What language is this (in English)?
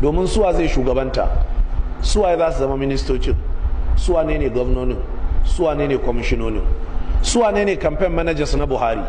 Hausa